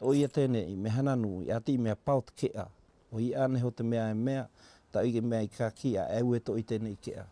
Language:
South Marquesan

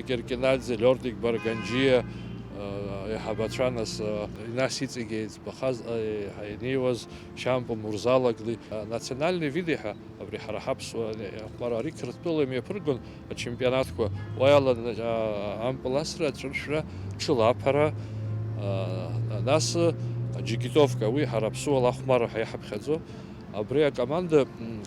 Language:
Abkhazian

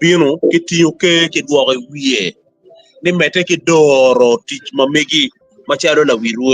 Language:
Acoli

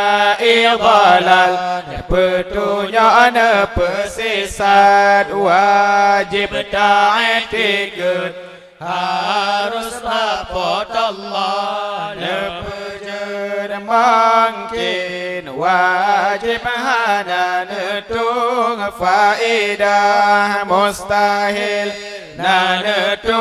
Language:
Achinese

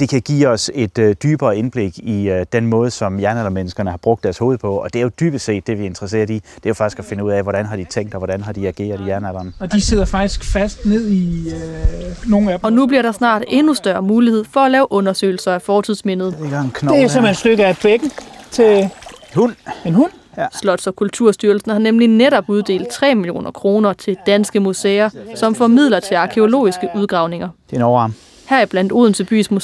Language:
Danish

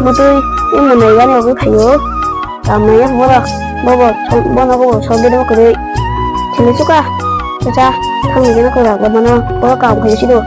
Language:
Kok Borok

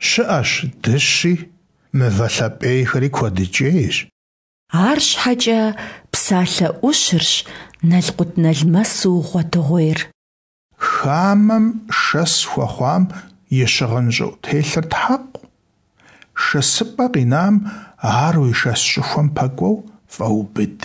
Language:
Kabardian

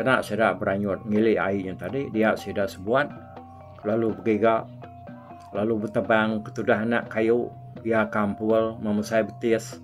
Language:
Iban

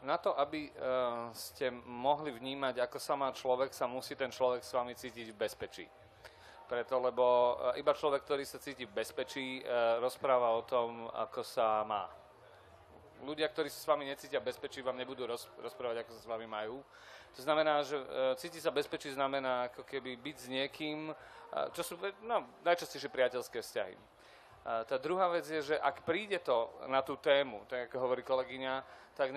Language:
Slovak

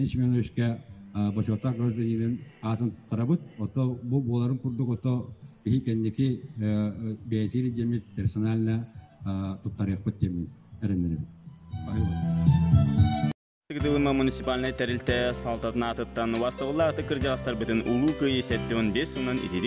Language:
Yakut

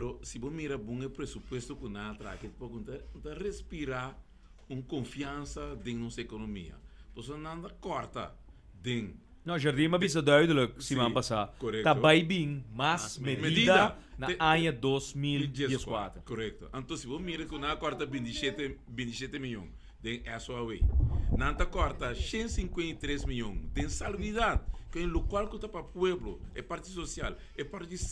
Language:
Papiamento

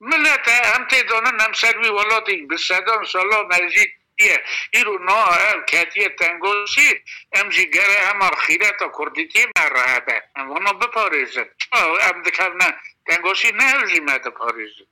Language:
Kurdish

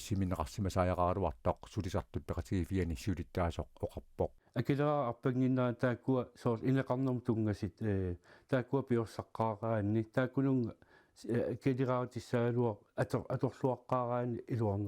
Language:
Kalaallisut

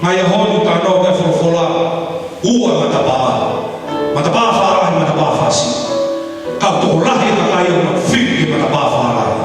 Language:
Tongan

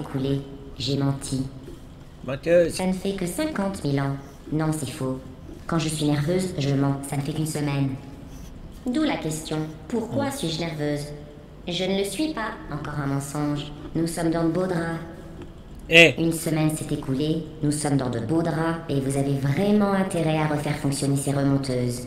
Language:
French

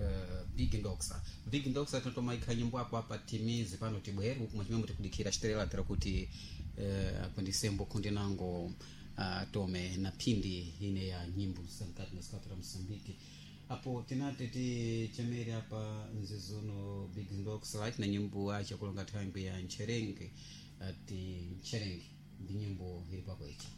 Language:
Sena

